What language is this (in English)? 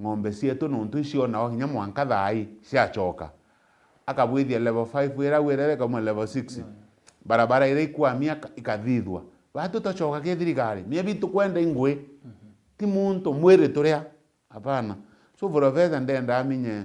Meru